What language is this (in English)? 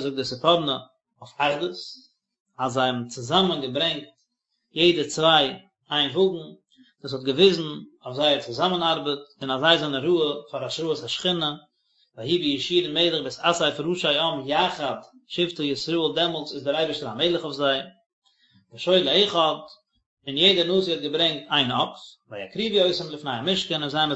Yiddish